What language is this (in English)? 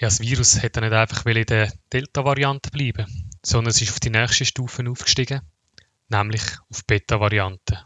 Swiss German